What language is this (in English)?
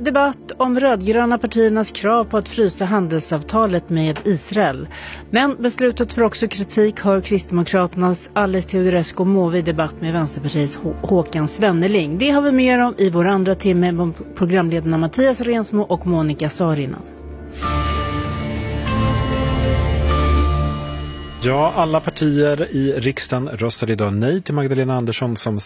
Swedish